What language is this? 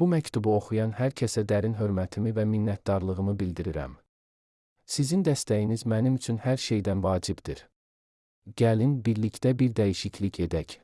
Azerbaijani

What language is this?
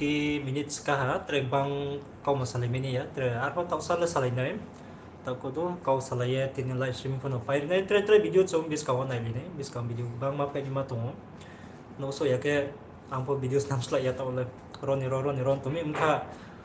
Riang (India)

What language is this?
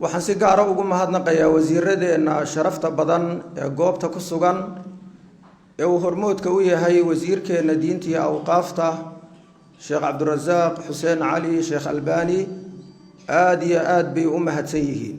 Somali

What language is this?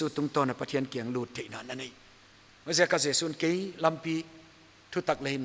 Paite Chin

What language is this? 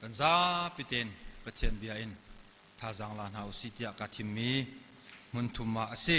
Hakha Chin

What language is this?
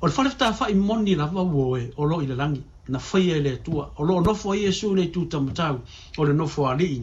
Samoan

